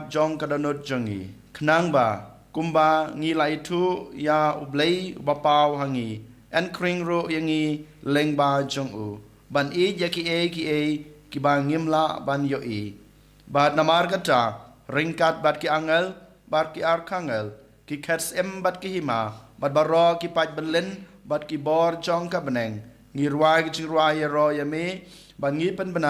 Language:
Khasi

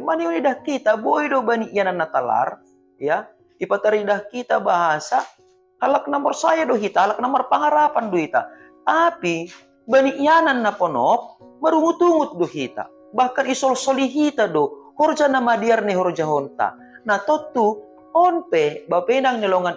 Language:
Batak Simalungun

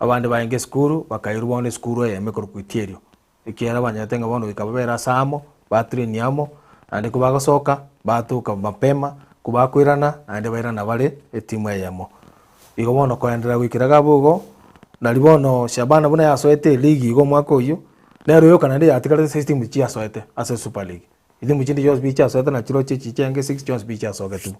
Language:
Gusii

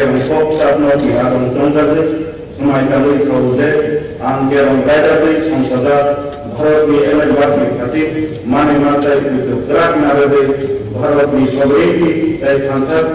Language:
Riang (India)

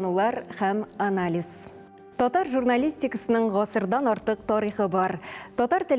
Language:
Tatar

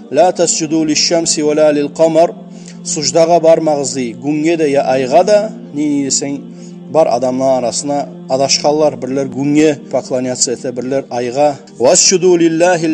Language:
Kumyk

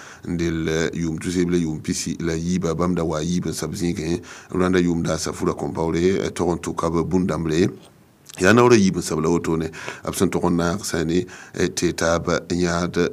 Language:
Mossi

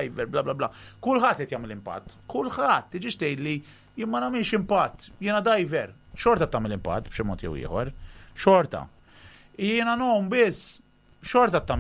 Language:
Maltese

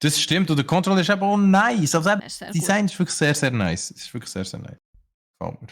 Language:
Swiss German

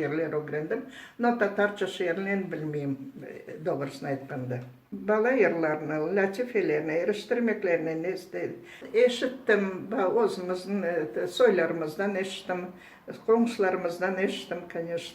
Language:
Crimean Tatar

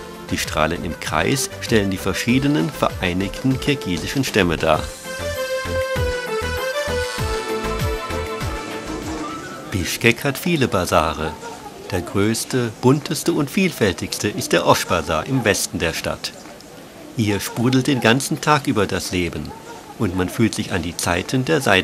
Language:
German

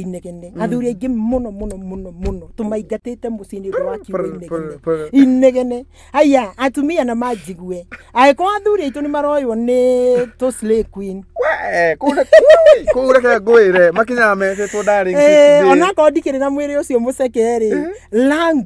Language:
Kikuyu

